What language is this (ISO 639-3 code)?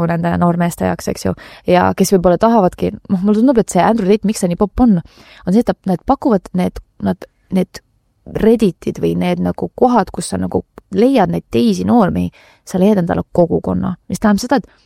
est